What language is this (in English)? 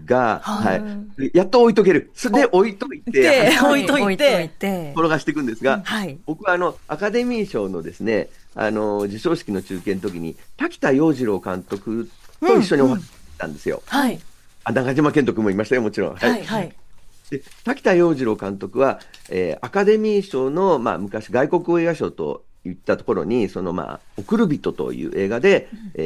Japanese